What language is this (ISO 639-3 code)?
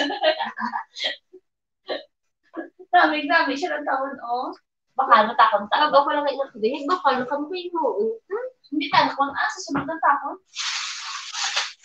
fil